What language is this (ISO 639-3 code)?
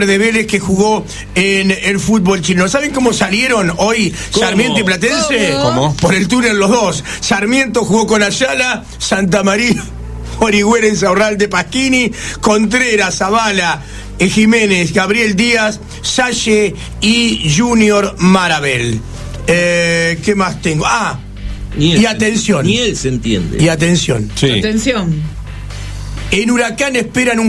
spa